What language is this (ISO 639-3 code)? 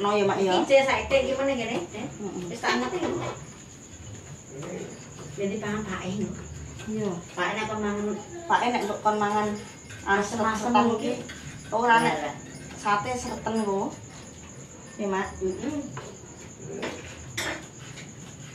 jav